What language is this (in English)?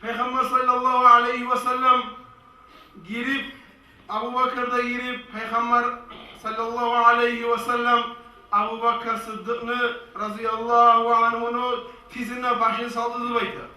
Kumyk